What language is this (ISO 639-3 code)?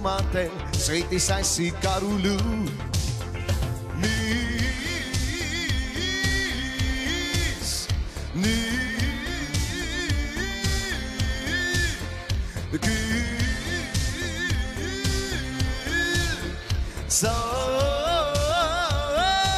est